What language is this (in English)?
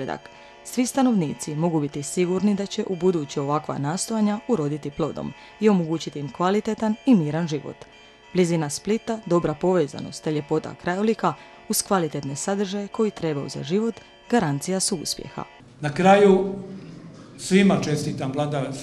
Croatian